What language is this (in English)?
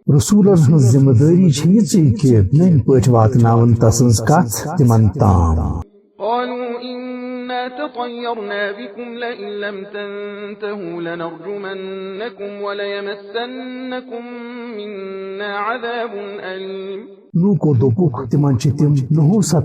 Kashmiri